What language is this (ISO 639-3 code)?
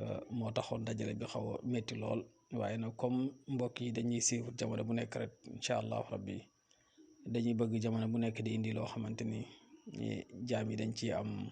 wol